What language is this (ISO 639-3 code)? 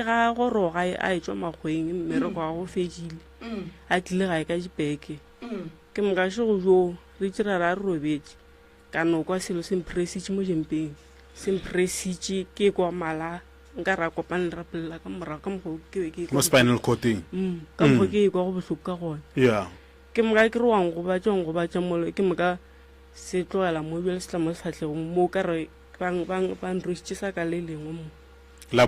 nso